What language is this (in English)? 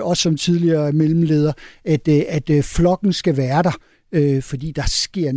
Danish